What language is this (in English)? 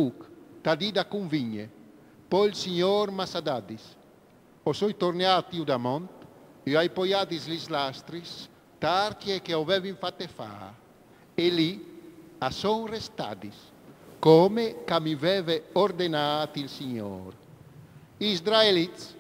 Friulian